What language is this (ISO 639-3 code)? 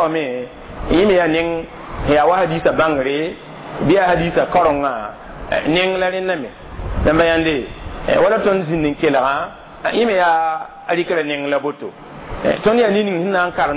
mos